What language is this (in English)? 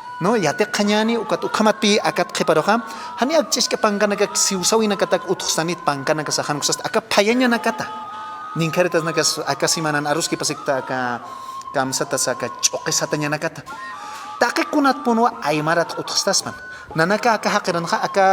Aymara